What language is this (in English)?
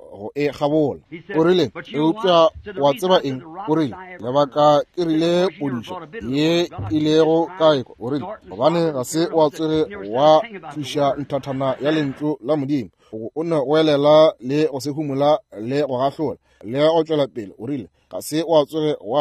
Northern Sotho